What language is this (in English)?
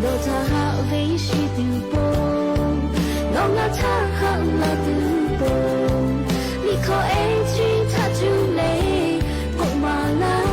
Lahu